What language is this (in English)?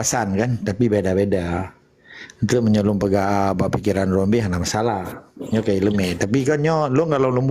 Achinese